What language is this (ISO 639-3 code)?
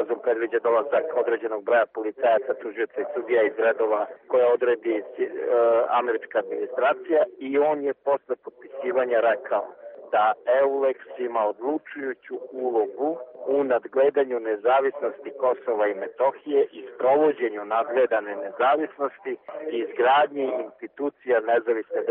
srp